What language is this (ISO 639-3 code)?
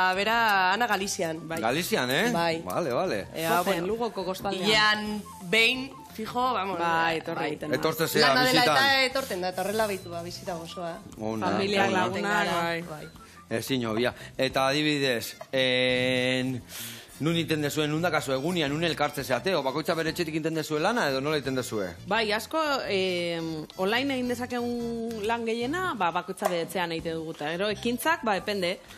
eus